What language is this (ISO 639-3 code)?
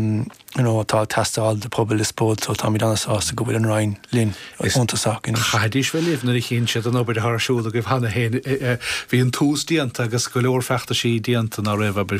gle